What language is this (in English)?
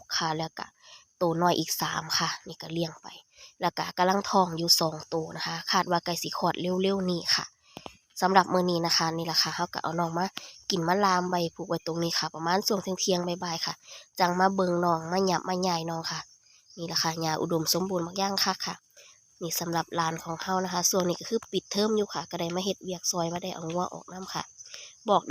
Northeastern Thai